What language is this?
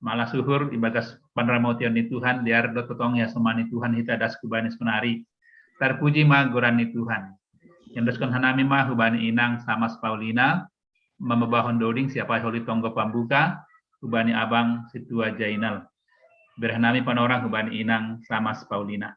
Batak Simalungun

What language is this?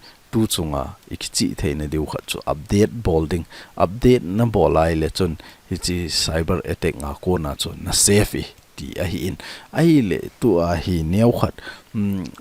Thado Chin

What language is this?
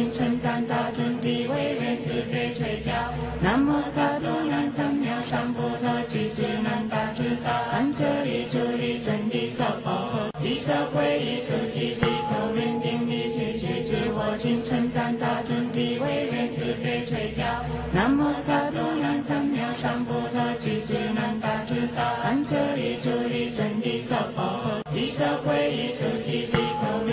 Chinese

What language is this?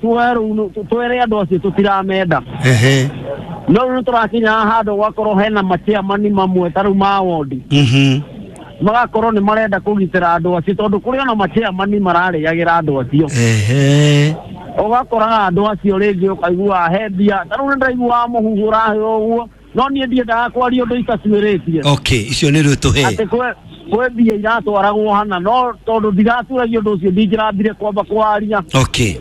Kikuyu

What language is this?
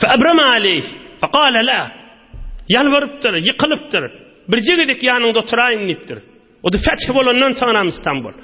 Turkmen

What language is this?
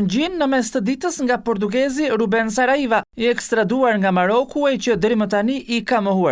Albanian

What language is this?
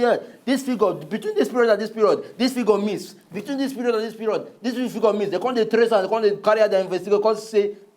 Nigerian Pidgin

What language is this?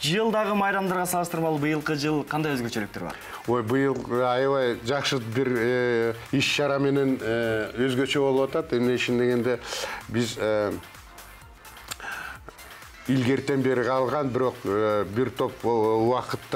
Kyrgyz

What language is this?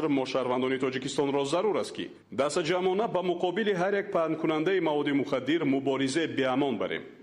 Tajik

